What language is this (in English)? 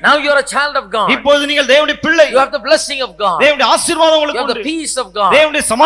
Tamil